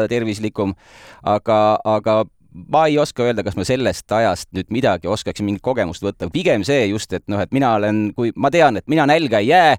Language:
Estonian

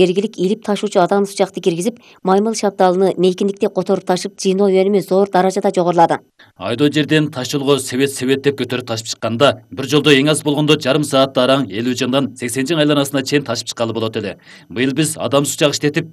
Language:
Kyrgyz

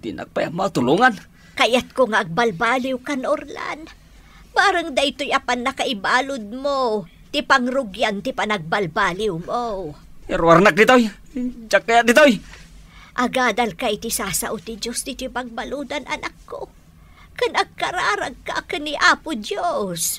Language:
Iloko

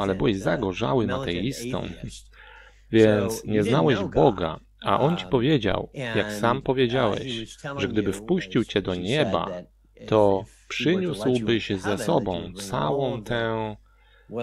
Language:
Polish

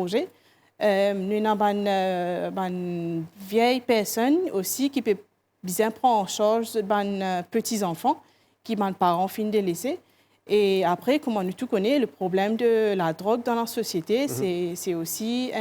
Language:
Morisyen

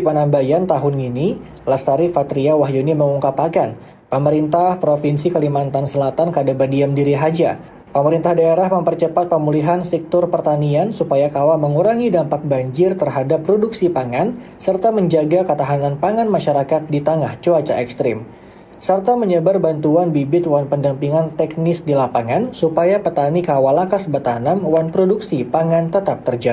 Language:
Banjar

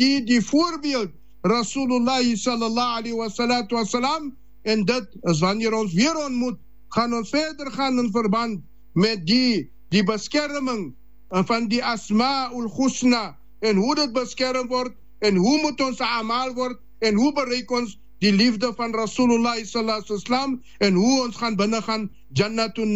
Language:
Afrikaans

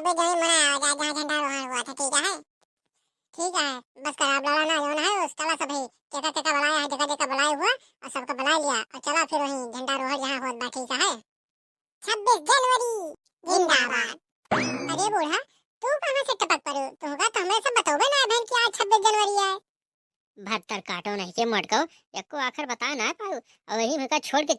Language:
Awadhi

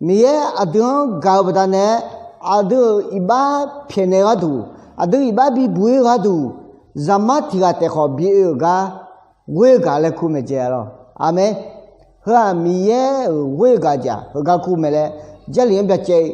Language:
Akha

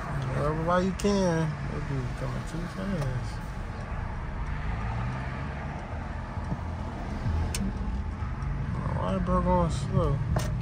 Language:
English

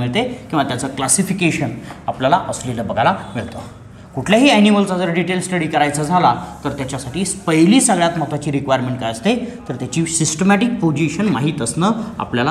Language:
Marathi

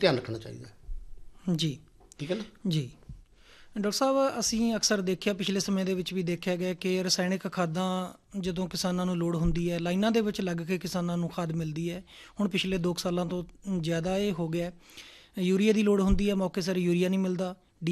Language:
Punjabi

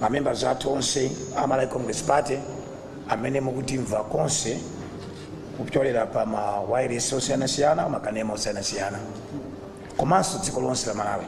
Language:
Nyanja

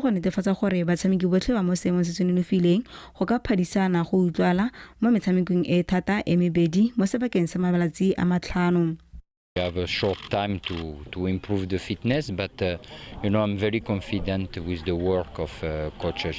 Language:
Tswana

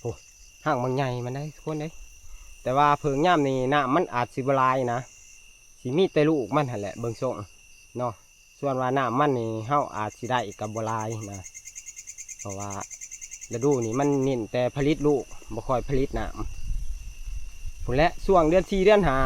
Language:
Northeastern Thai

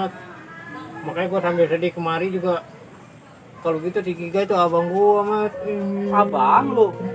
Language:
Betawi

